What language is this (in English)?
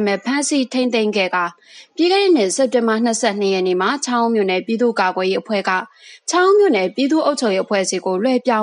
Burmese